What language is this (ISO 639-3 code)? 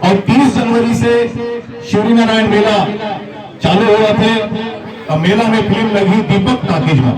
hne